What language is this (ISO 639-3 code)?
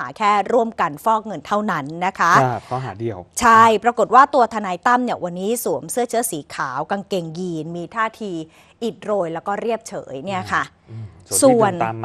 tha